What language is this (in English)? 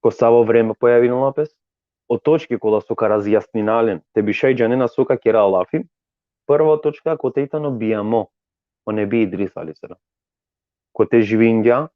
Balkan Romani